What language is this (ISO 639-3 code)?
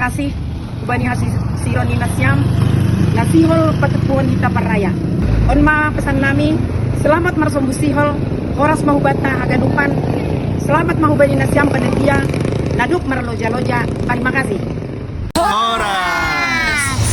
bts